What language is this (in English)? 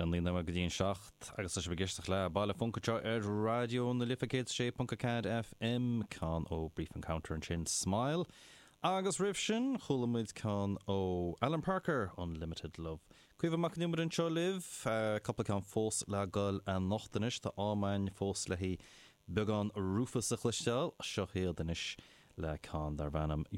Irish